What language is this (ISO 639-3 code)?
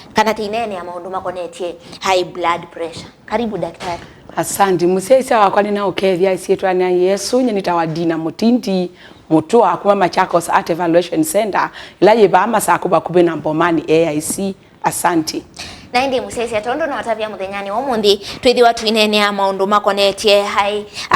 kam